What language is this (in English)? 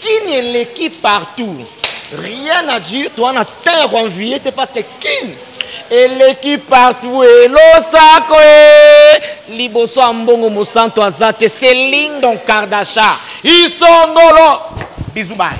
Lingala